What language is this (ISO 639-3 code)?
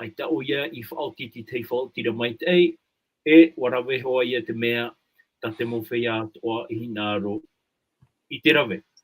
tah